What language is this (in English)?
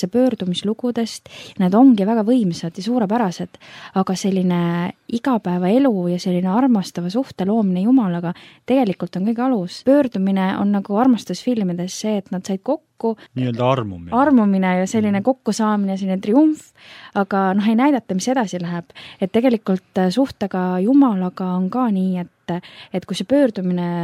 Estonian